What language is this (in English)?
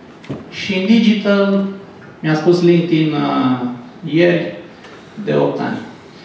Romanian